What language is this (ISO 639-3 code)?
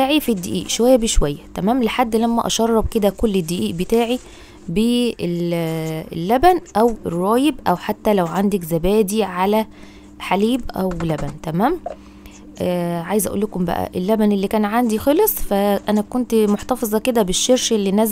arz